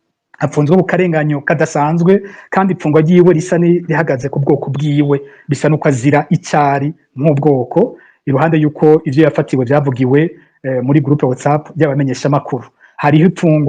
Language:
Rundi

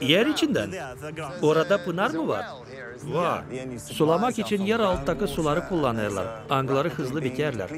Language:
Gagauz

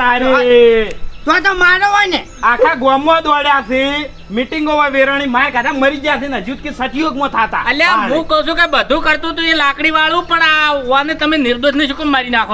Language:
Gujarati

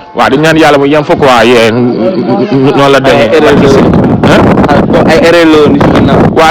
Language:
Wolof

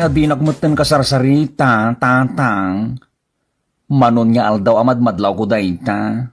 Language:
Iloko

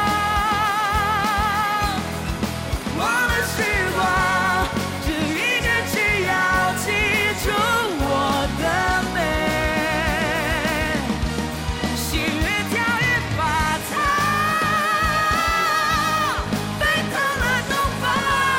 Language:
Chinese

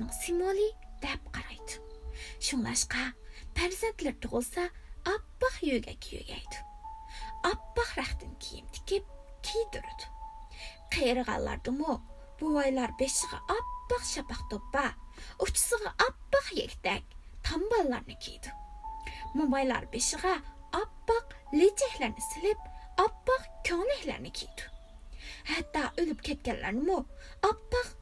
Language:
Uyghur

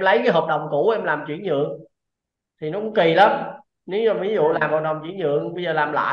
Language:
Vietnamese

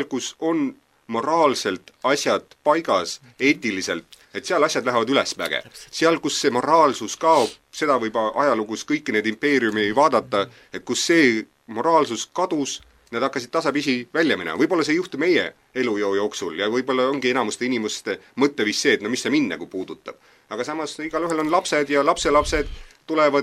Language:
Estonian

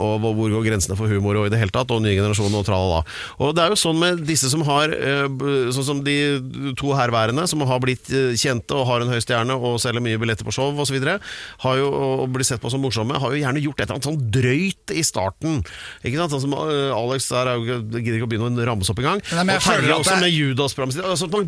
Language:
Norwegian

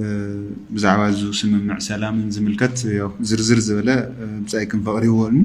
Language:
Tigrinya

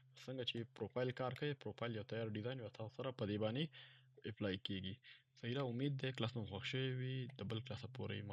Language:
Pashto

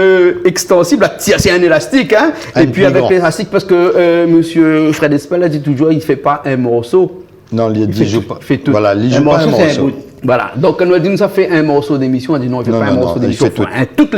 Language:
Réunion Creole French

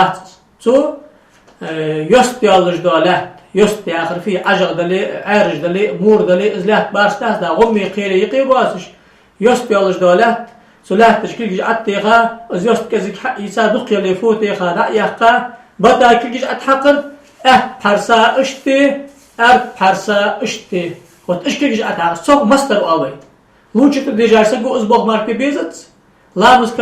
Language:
Ingush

